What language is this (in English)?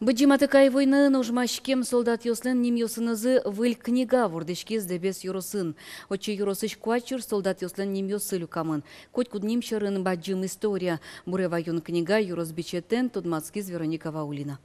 Udmurt